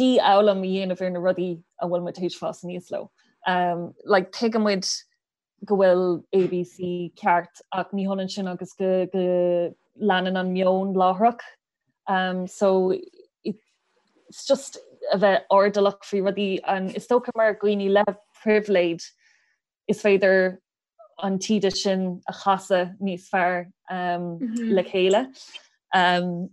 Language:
Irish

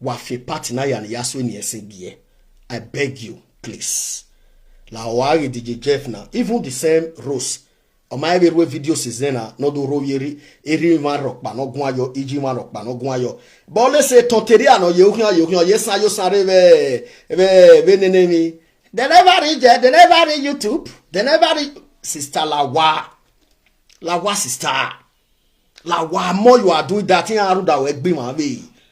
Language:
Nigerian Pidgin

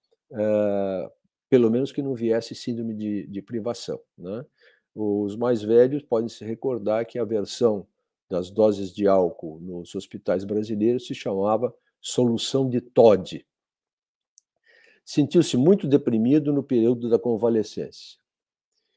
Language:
Portuguese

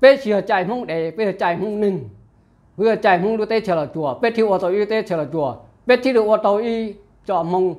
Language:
Hmong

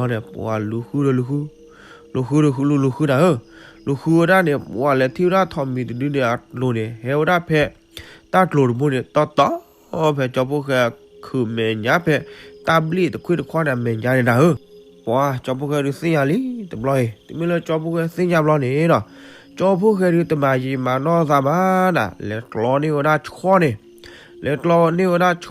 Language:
S'gaw Karen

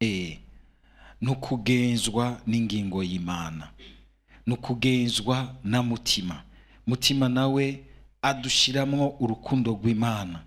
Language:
Rundi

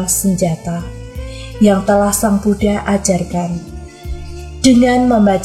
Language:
Indonesian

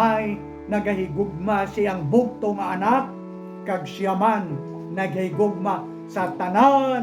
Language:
Hiligaynon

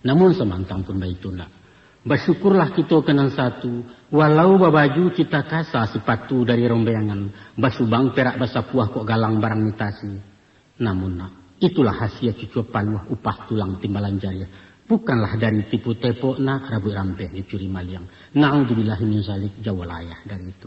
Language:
Minangkabau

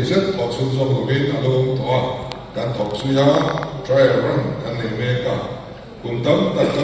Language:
Mizo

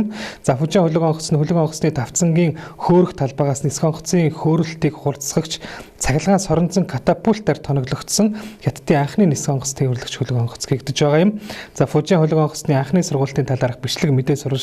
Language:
Mongolian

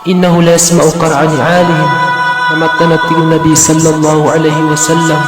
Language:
Maranao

